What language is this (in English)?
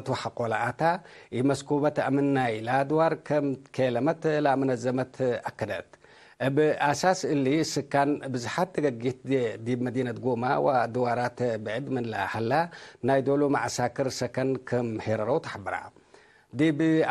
Tigre